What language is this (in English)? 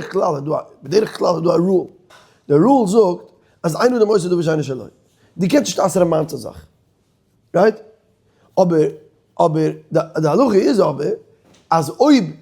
Yiddish